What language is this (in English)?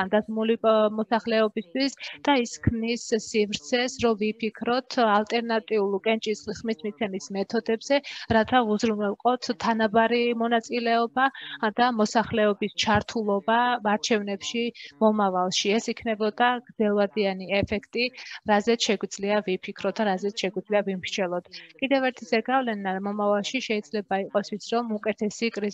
Georgian